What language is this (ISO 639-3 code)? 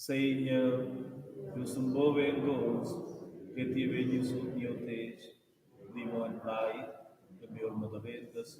roh